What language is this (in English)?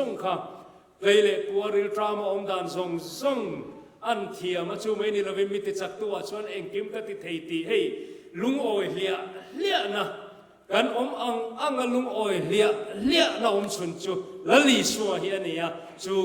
Mizo